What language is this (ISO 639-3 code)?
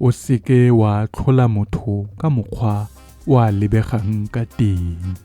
tsn